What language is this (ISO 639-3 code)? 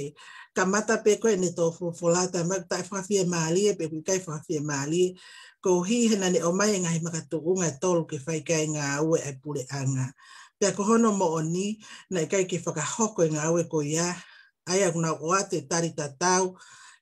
ton